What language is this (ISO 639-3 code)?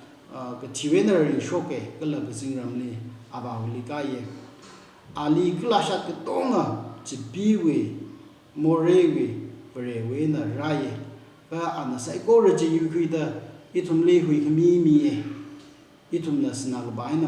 nmf